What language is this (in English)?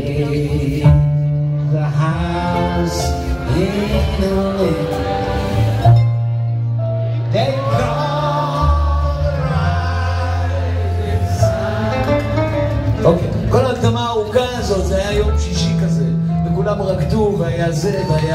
Hebrew